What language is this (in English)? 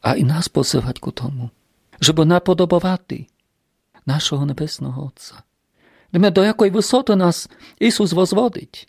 Rusyn